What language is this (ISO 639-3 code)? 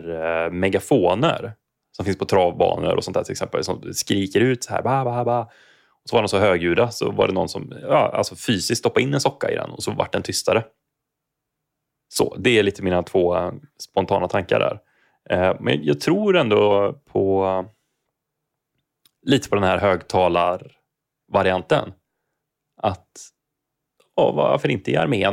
swe